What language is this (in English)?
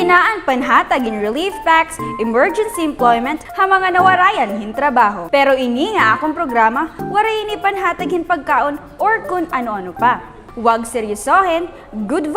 Waray